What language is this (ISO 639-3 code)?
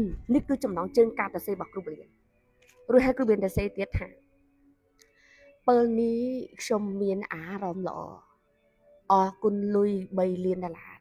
khm